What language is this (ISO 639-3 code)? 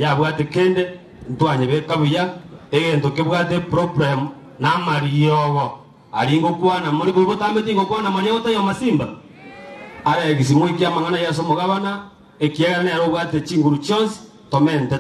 guz